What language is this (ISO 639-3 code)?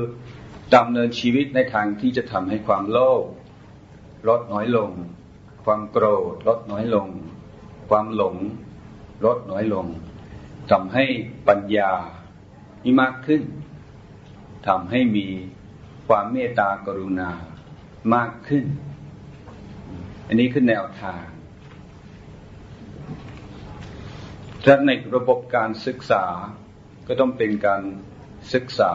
tha